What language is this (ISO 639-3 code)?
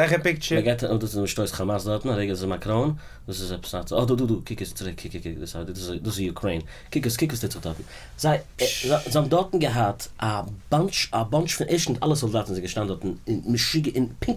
yid